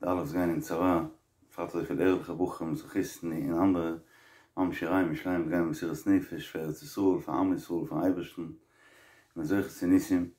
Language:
Yiddish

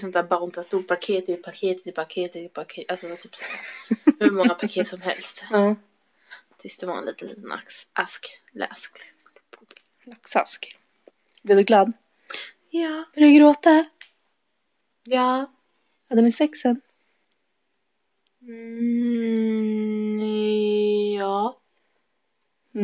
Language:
Swedish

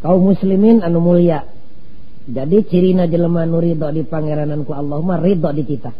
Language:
Sundanese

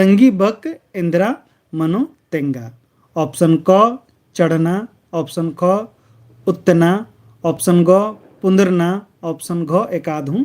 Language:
Kurukh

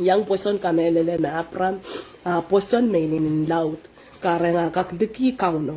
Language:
Pohnpeian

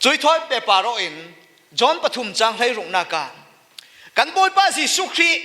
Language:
Falam Chin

